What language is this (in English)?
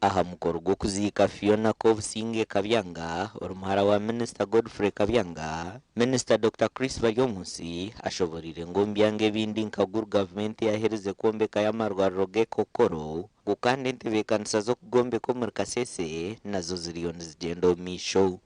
Nyankole